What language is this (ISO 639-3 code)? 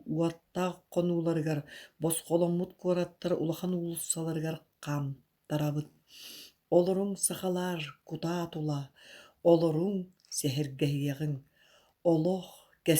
sah